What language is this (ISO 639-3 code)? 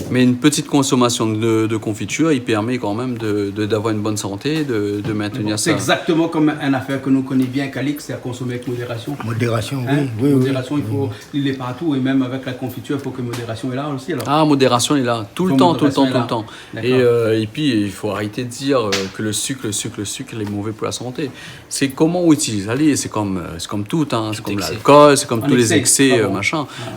rcf